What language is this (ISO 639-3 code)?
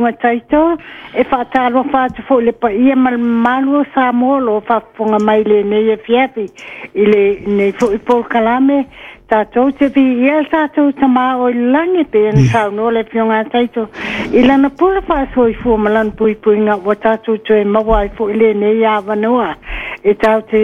smo